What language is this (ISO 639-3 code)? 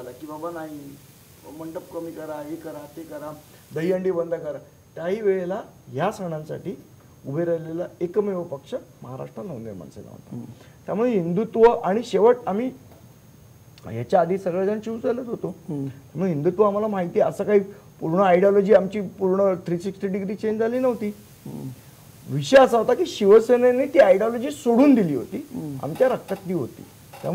mar